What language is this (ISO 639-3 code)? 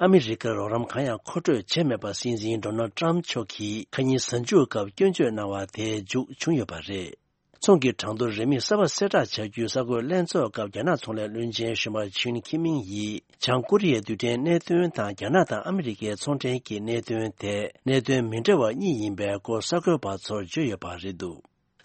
bod